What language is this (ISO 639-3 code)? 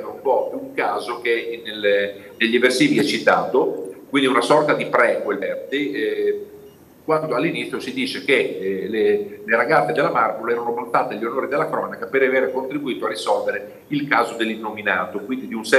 ita